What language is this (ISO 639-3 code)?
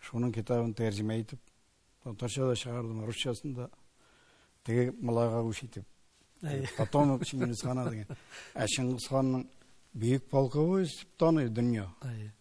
tat